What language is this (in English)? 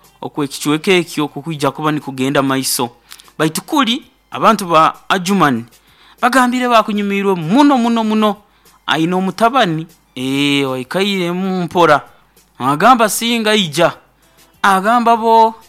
Nyoro